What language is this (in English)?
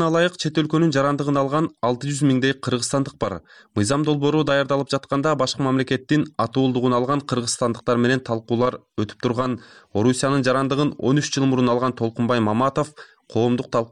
Kyrgyz